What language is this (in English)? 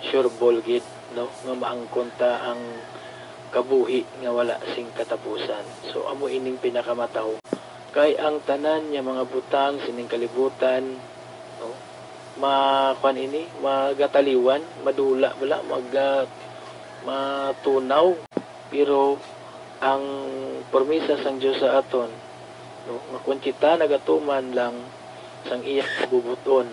Hiligaynon